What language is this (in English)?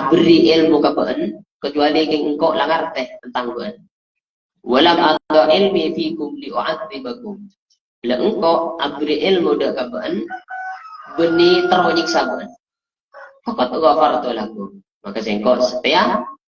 Madurese